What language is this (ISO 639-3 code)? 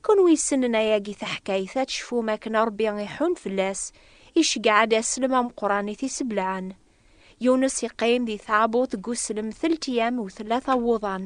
kab